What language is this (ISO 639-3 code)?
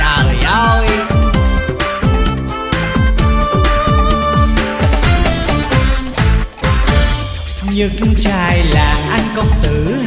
vie